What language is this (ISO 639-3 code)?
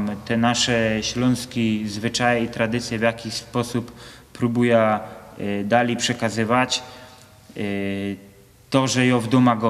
szl